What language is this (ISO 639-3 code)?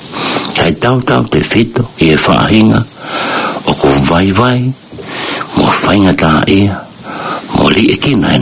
ton